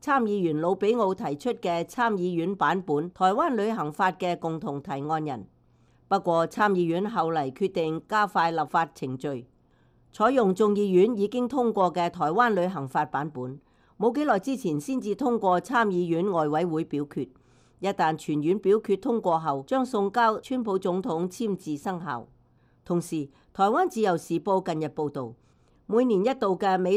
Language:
Cantonese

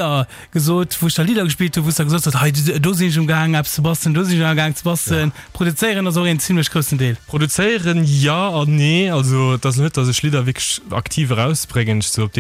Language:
Luxembourgish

